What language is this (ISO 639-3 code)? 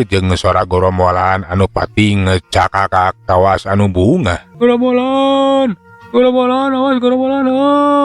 sun